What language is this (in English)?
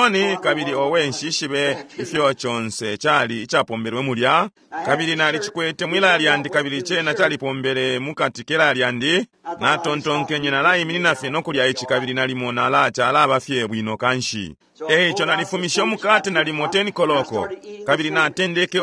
Bemba